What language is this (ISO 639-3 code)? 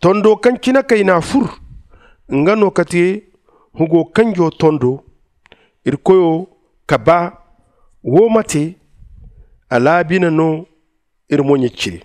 dje